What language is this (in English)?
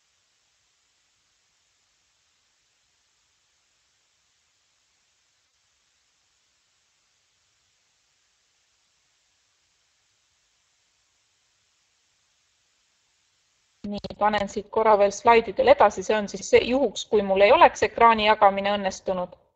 Estonian